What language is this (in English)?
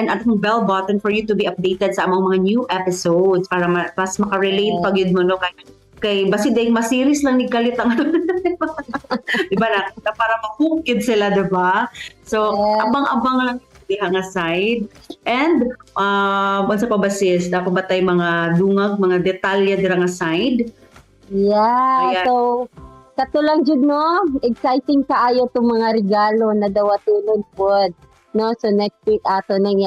Cebuano